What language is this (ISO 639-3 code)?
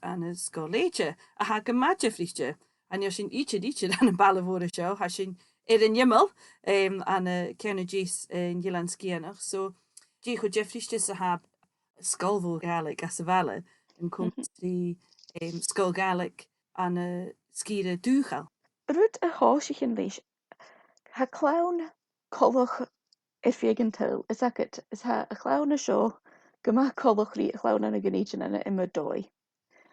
gla